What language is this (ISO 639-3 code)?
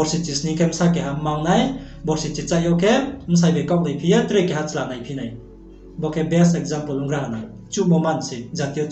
ria